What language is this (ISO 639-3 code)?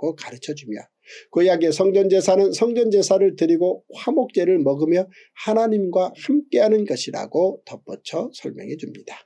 kor